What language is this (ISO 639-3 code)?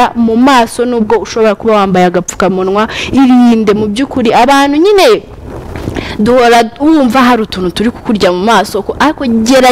kin